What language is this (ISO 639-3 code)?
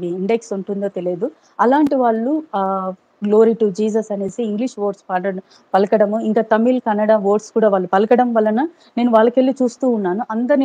tel